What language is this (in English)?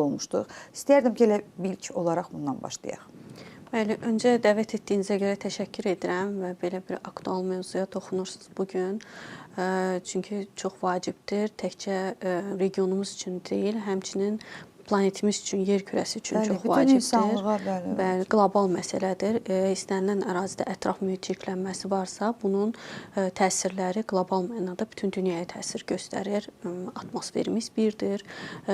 Azerbaijani